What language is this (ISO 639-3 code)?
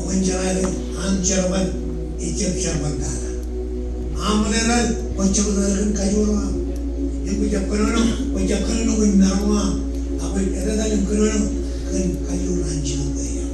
mah